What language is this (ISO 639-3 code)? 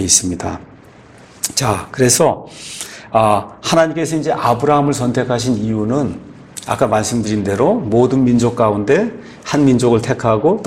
kor